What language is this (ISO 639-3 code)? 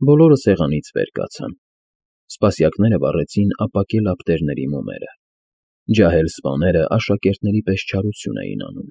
hye